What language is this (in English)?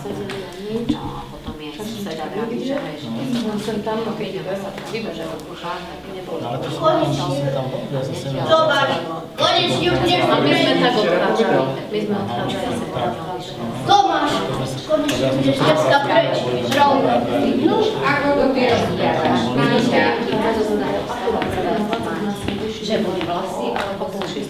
Slovak